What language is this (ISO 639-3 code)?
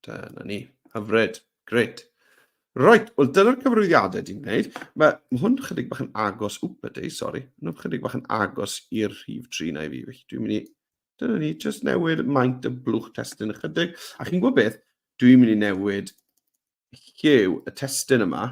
cym